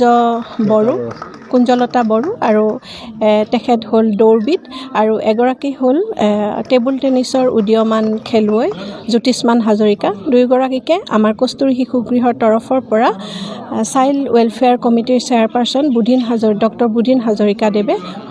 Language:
Assamese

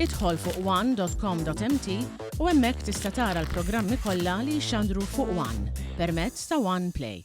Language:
Maltese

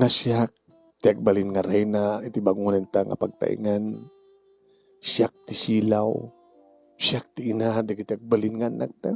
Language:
Iloko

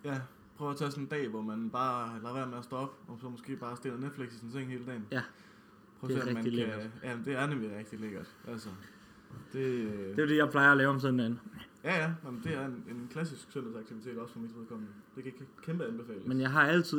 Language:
Danish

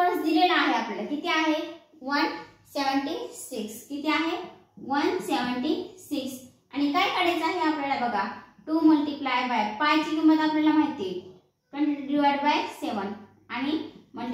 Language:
Marathi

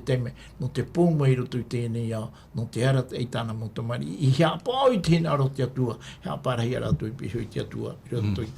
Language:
Tahitian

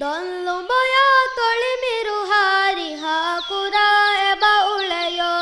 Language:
Divehi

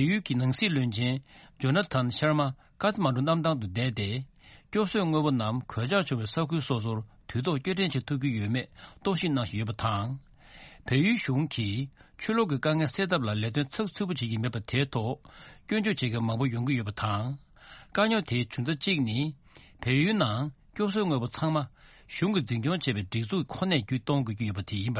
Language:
Tibetan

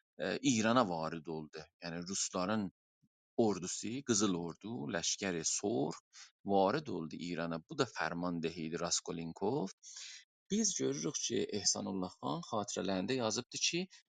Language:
South Azerbaijani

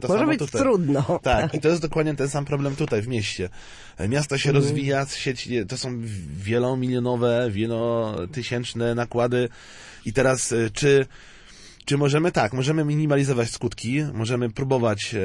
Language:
Polish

